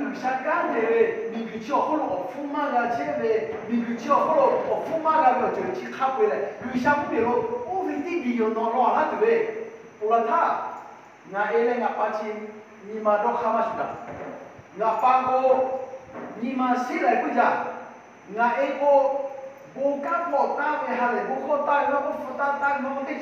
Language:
Lahu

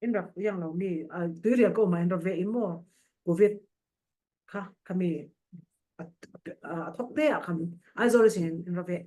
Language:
Falam Chin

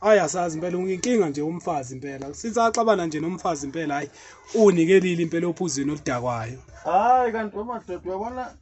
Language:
Zulu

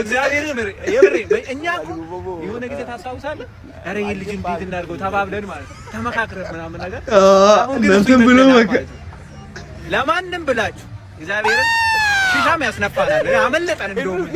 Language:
Amharic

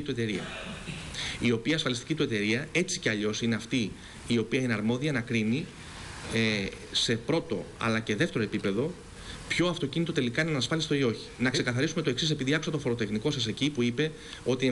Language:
Greek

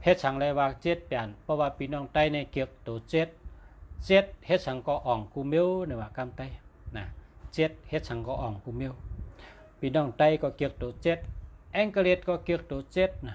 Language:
Shan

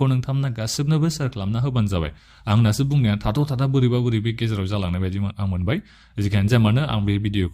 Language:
Bodo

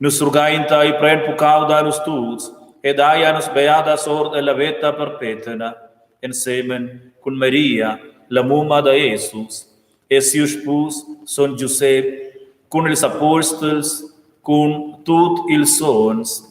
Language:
Romansh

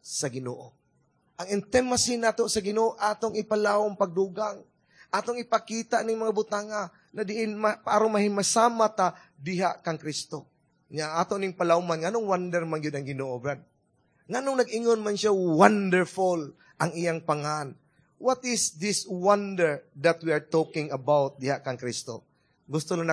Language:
Cebuano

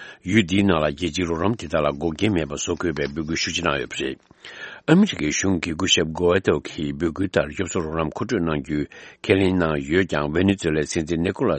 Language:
Tibetan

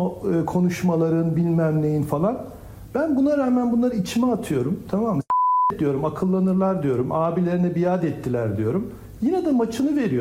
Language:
Turkish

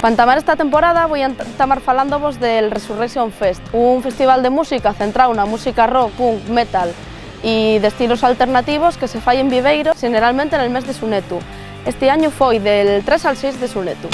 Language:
Asturian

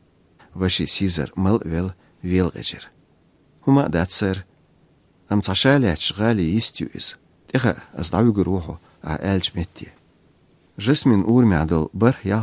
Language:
Chechen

